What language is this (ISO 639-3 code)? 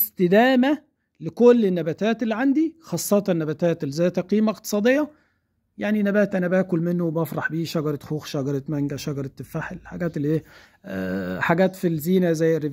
arz